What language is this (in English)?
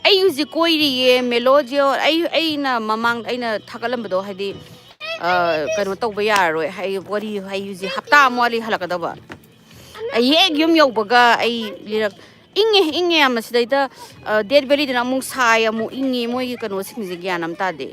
Manipuri